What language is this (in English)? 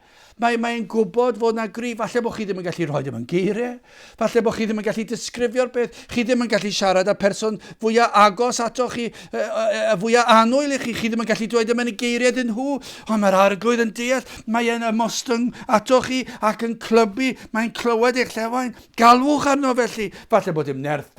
Welsh